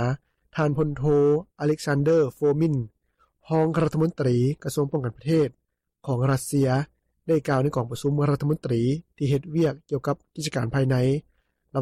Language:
Lao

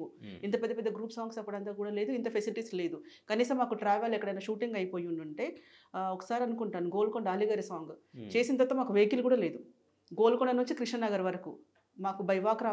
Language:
Telugu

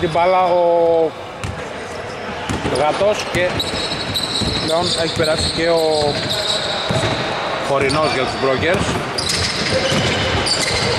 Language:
Greek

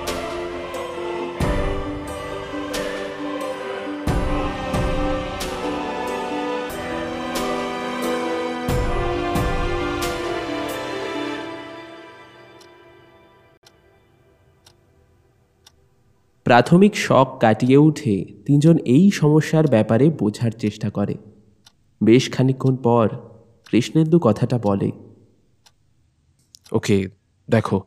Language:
Bangla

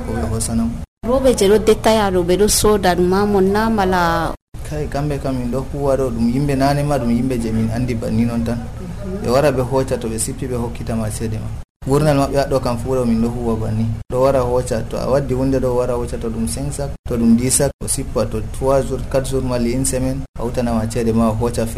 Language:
Nigerian Fulfulde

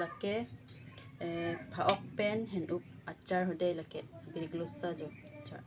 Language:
Karbi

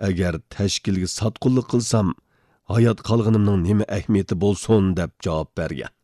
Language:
Uyghur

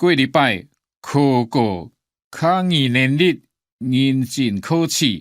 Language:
Hakka Chinese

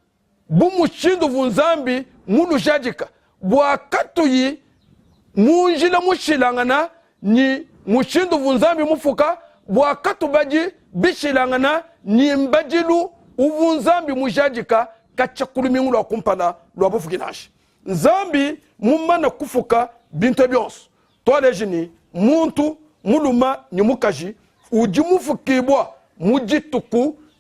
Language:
Luba-Lulua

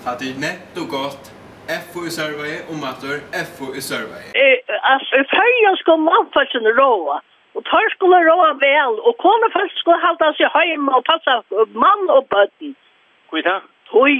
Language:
Faroese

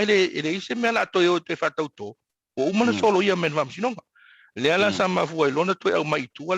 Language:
Samoan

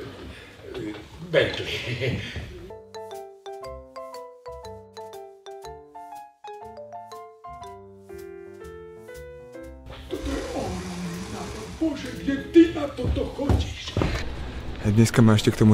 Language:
Slovak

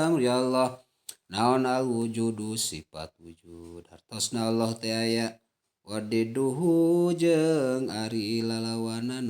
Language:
Sundanese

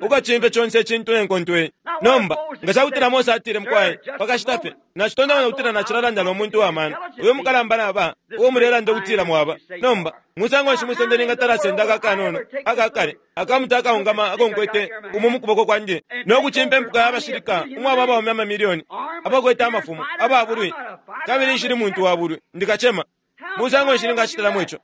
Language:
Bemba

